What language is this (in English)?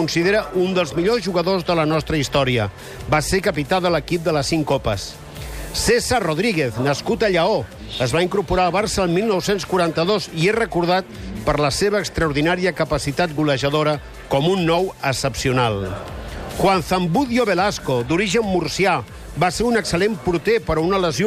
Catalan